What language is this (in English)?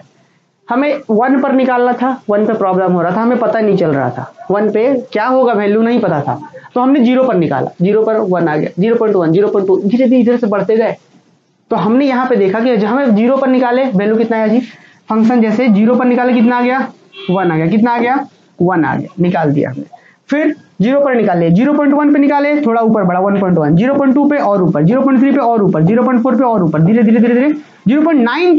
Hindi